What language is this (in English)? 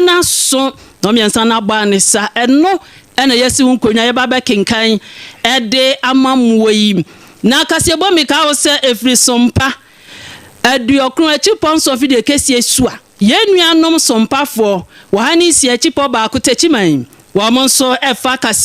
Akan